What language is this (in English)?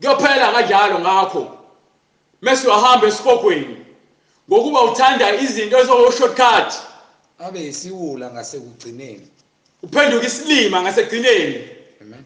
Zulu